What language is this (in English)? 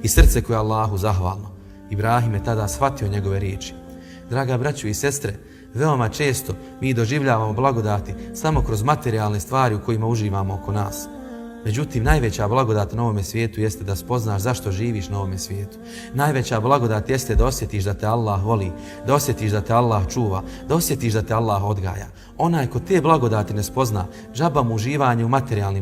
Bosnian